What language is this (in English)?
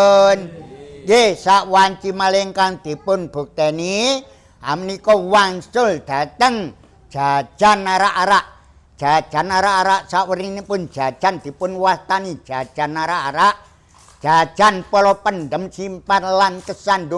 Javanese